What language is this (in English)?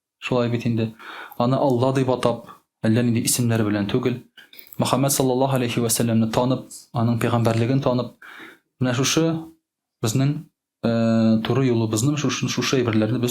Tatar